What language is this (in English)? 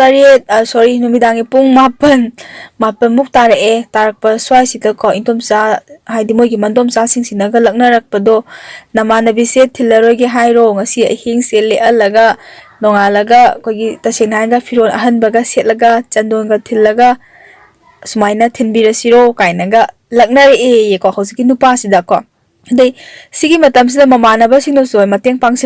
Manipuri